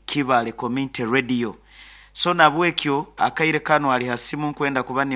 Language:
Nyoro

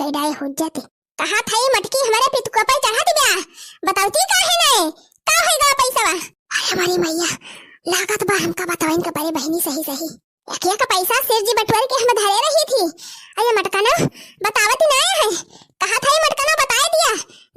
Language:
Awadhi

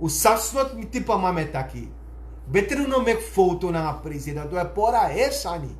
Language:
Sranan Tongo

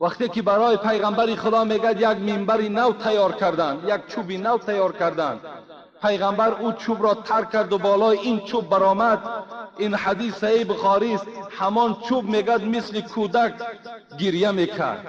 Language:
Tajik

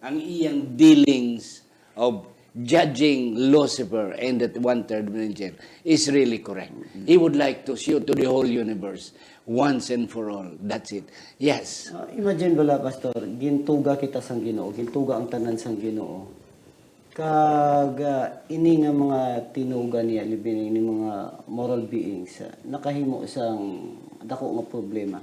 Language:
Hiligaynon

